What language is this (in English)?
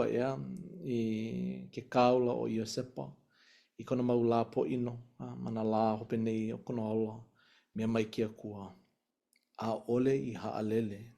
Hawaiian